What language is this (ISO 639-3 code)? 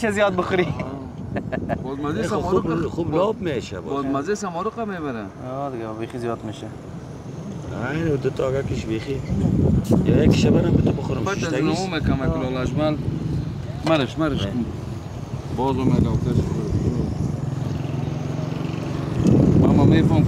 fas